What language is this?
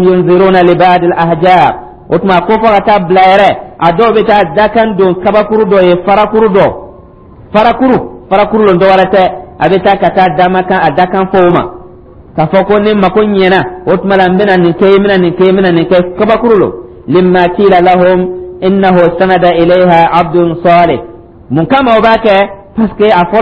Dyula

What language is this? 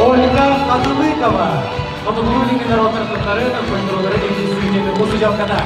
Yakut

